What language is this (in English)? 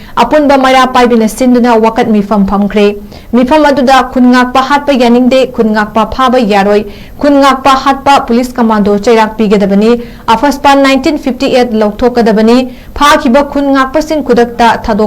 Manipuri